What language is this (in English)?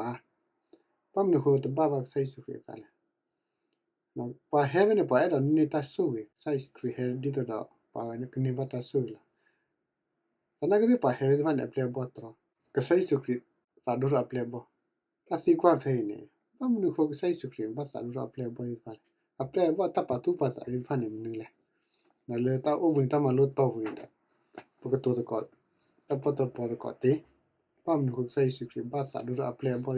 S'gaw Karen